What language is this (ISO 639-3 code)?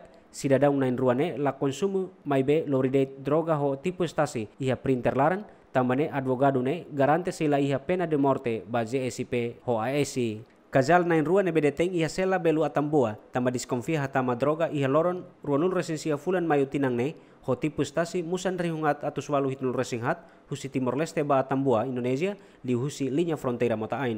tet